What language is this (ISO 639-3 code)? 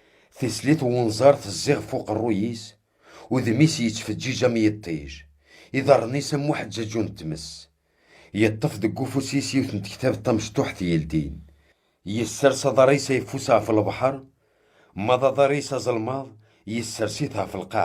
kab